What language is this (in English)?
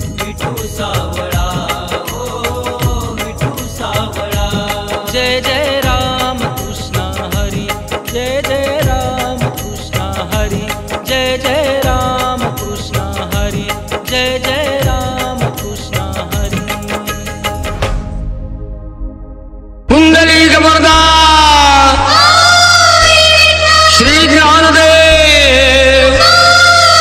Marathi